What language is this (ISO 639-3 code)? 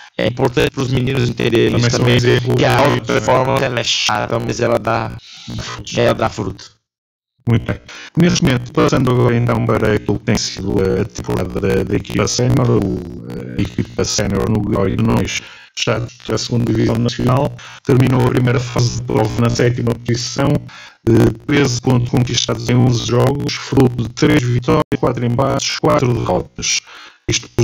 por